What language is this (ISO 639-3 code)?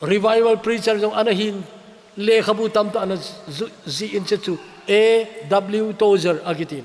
tcz